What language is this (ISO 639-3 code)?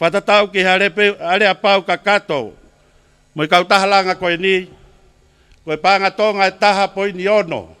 ton